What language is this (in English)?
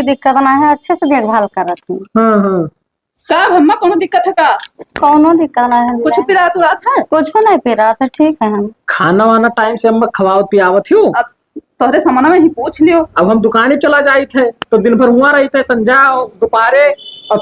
Awadhi